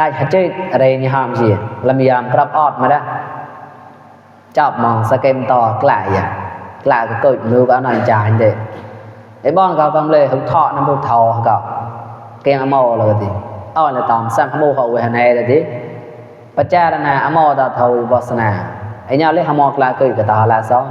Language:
Mon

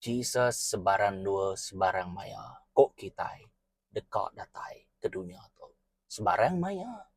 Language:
Iban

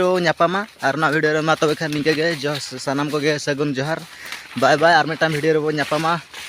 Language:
Santali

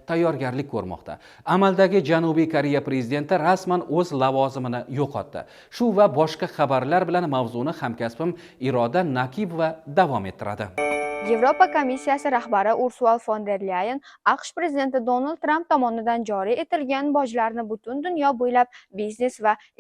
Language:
Uzbek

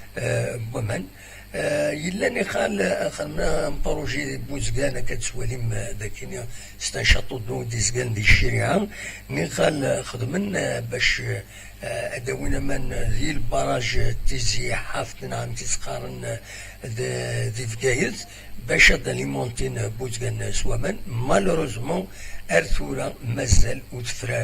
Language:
Kabyle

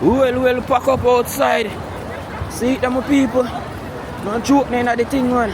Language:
Jamaican Creole English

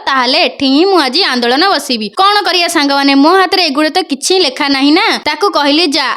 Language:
Odia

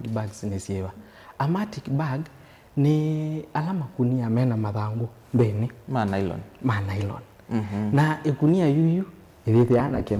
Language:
Kamba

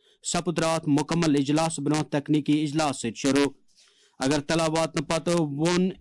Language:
Kashmiri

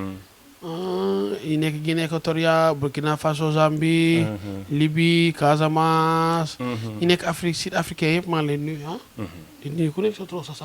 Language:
Wolof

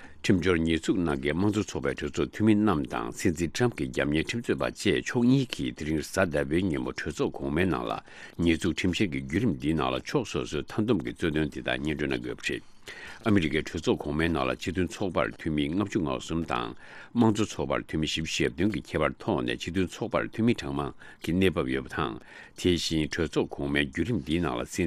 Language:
Tibetan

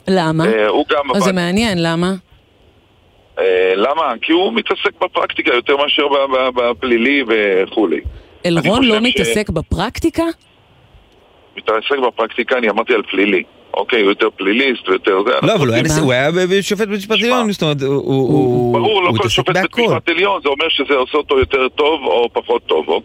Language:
Hebrew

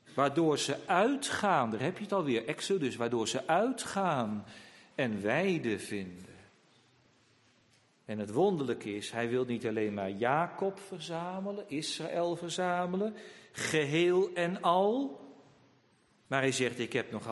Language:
Dutch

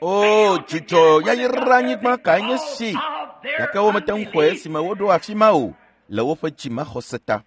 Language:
Ewe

